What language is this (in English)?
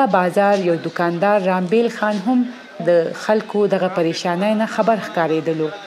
Pashto